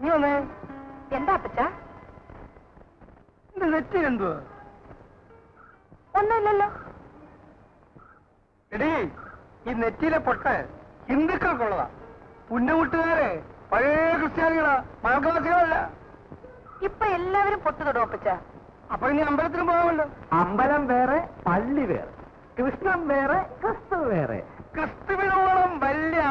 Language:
Malayalam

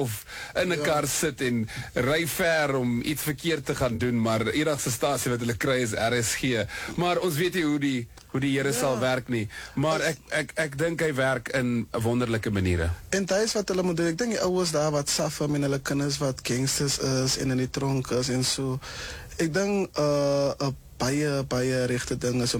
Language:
Afrikaans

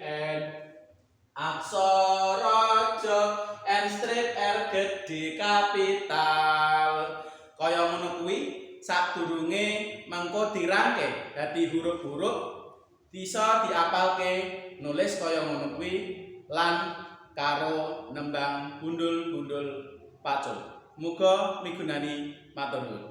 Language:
Javanese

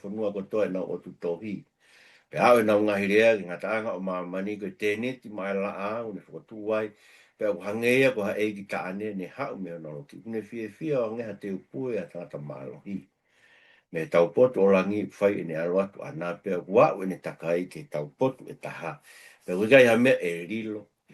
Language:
Tongan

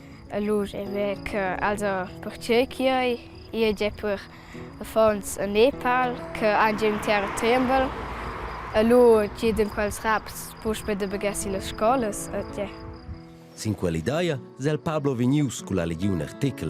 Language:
Romansh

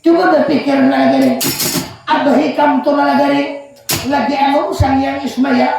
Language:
Banjar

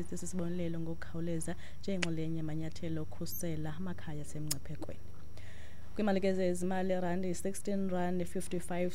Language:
Xhosa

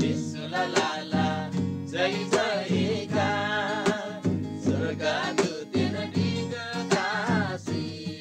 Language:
Eastern Tamang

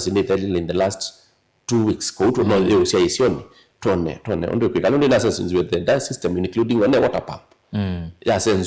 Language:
Kamba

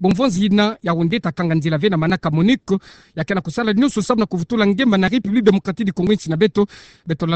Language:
Kituba (Democratic Republic of Congo)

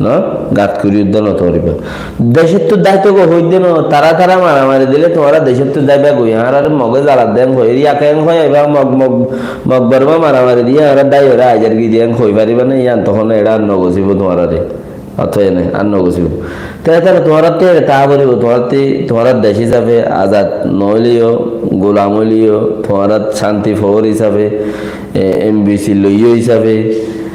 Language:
Rohingya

